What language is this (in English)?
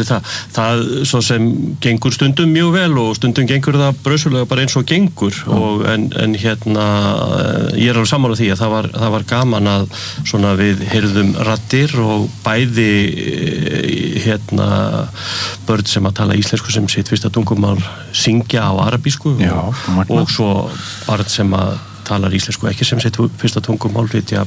Icelandic